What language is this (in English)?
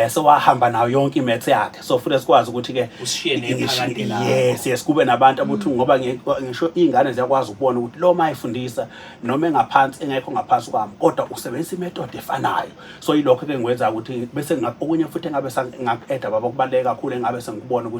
Zulu